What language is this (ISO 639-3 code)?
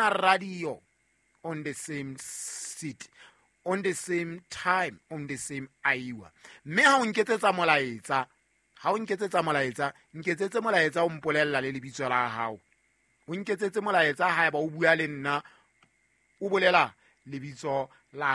sot